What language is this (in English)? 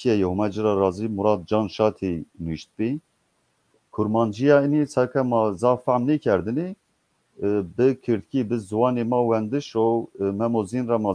Zaza